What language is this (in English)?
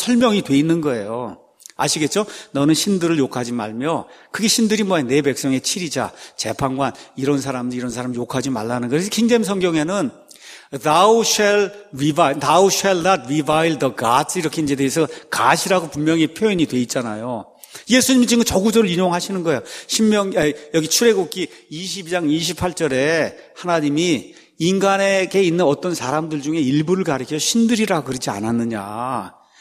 Korean